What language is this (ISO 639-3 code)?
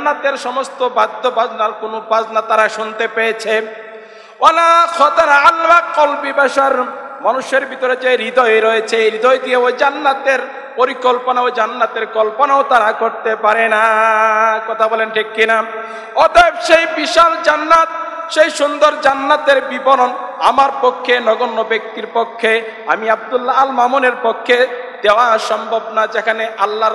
ben